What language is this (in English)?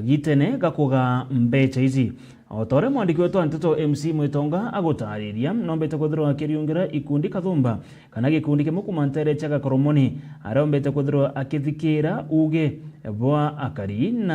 Meru